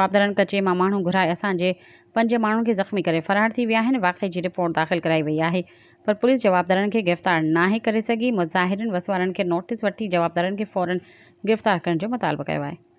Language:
Sindhi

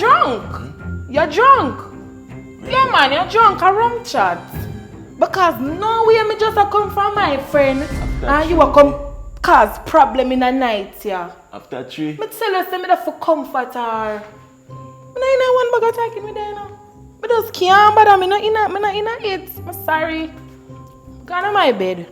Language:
Jamaican Creole English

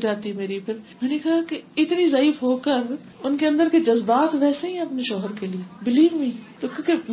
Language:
Urdu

